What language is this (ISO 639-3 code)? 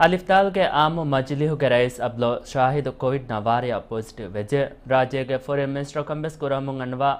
div